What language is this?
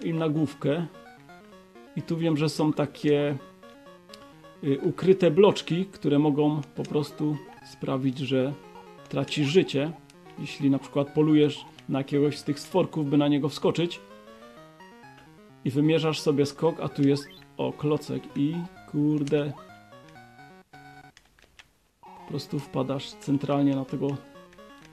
Polish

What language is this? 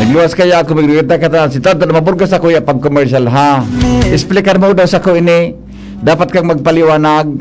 Bikol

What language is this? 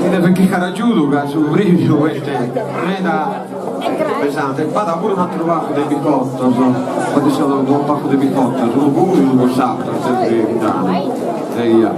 Sardinian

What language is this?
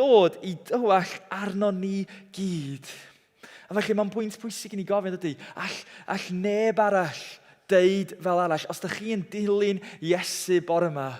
Welsh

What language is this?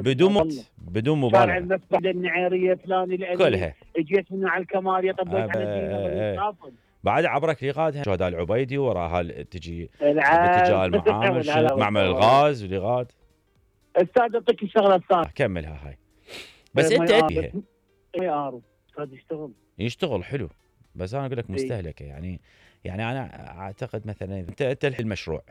Mesopotamian Arabic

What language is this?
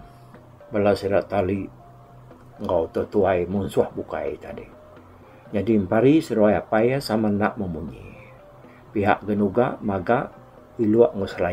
Iban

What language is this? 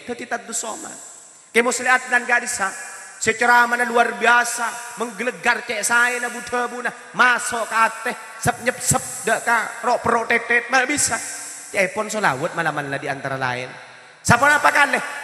Madurese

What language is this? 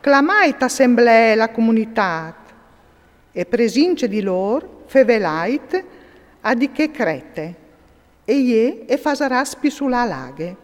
Friulian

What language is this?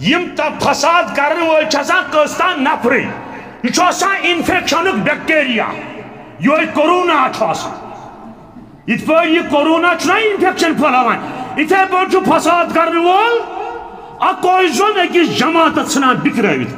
Kashmiri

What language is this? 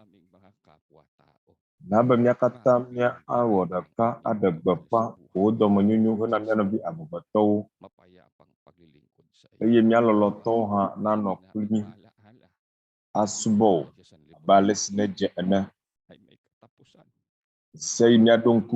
Ewe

